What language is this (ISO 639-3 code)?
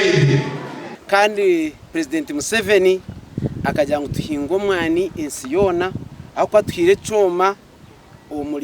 nyn